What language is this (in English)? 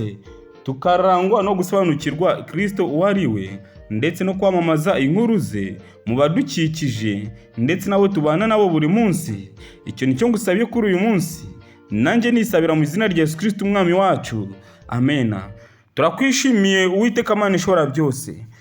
Kinyarwanda